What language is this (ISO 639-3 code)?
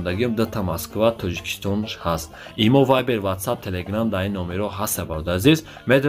tgk